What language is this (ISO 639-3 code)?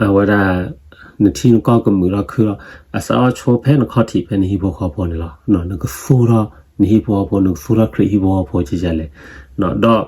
ksw